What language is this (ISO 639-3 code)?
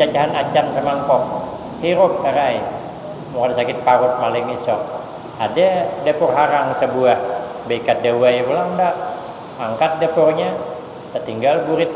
bjn